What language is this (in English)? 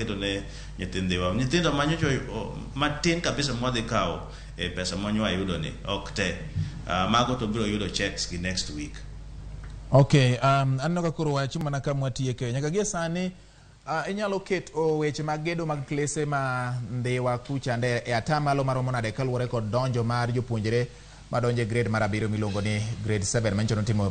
Luo (Kenya and Tanzania)